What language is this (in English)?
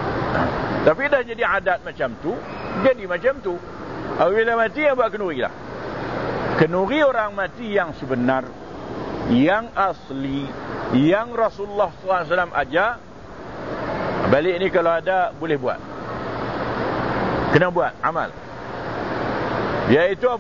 Malay